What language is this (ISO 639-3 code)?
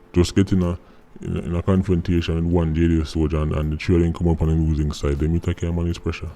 jam